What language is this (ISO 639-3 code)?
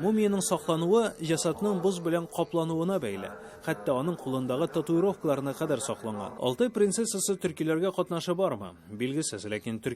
tat